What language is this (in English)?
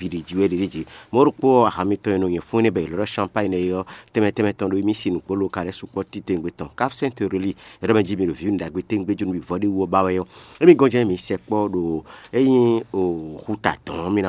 Fon